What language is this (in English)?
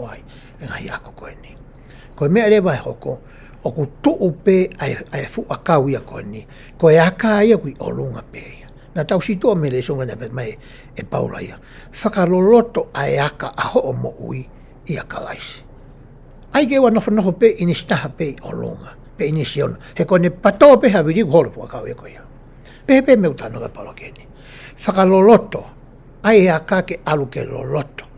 Tongan